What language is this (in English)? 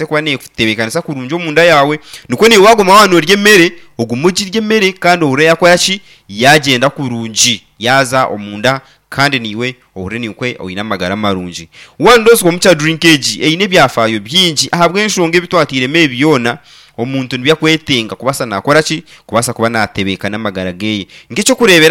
Nyankole